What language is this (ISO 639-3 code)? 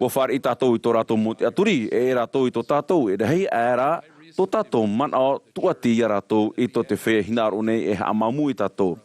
tah